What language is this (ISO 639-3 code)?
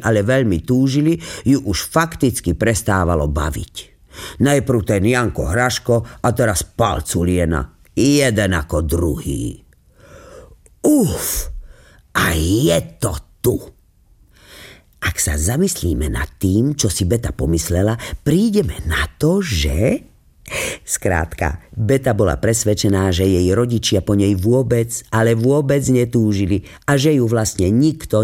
slk